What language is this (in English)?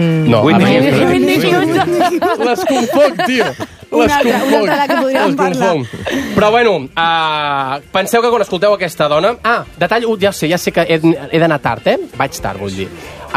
Catalan